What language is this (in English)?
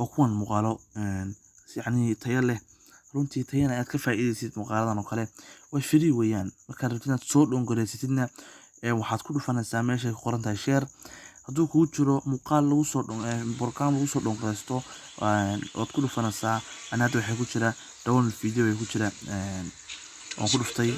Somali